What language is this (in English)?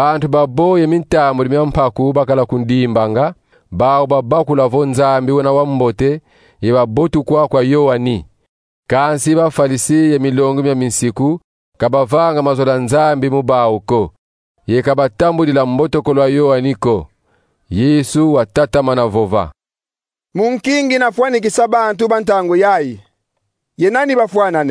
Kongo